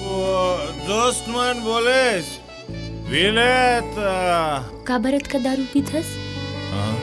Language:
Chhattisgarhi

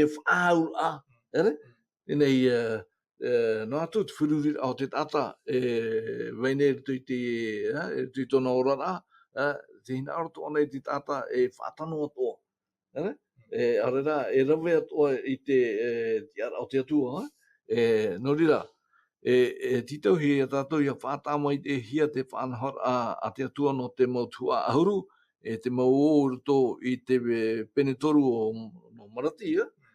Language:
Tahitian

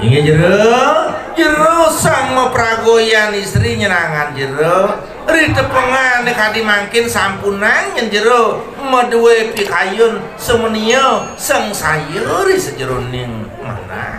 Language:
Balinese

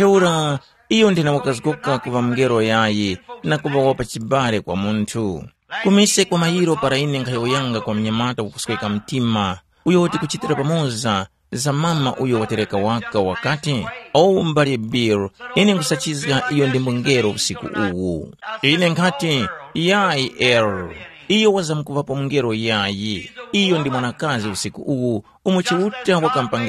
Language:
Tumbuka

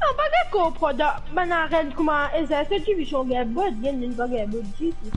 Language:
Morisyen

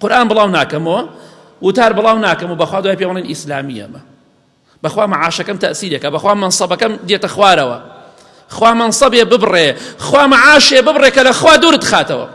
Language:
Central Kurdish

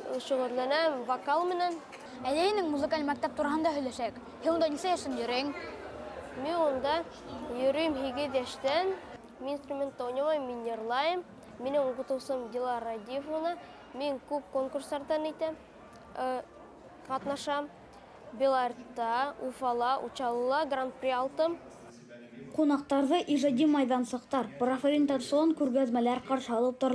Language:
Bashkir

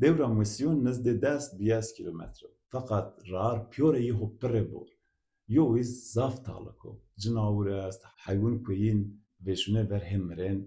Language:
Zaza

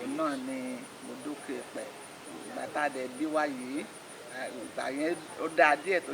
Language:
Yoruba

